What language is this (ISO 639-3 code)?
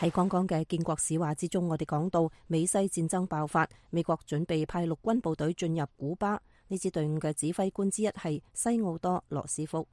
yue